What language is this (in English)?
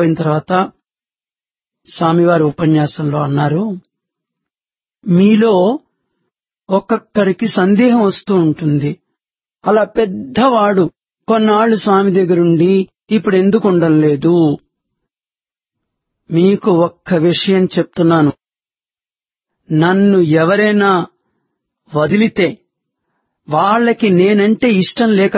Telugu